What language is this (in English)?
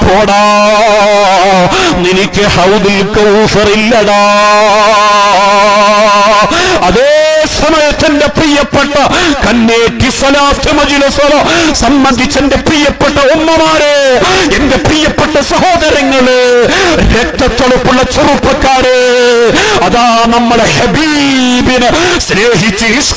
Malayalam